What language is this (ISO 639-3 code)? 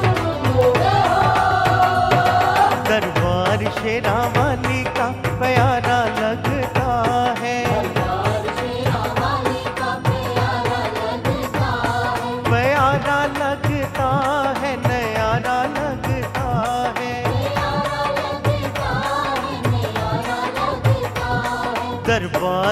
hin